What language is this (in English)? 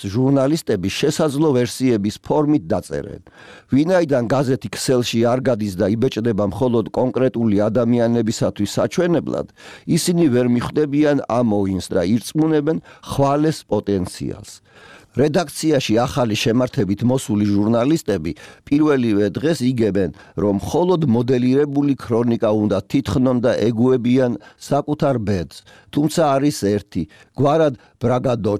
Georgian